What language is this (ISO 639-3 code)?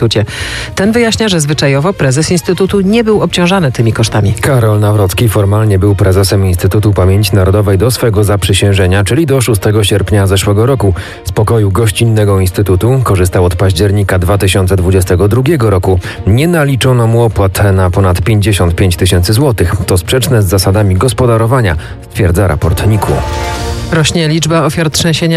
pol